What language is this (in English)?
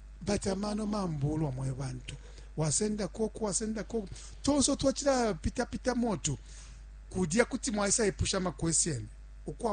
Bemba